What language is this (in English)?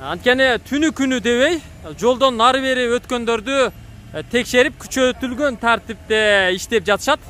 Kyrgyz